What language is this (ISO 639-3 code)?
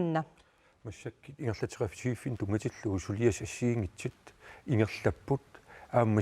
kal